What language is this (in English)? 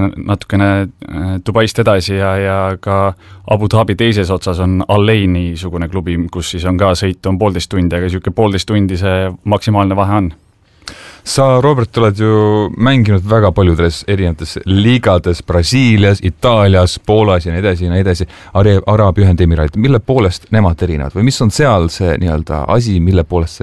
Estonian